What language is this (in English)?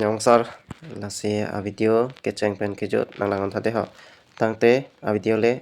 Karbi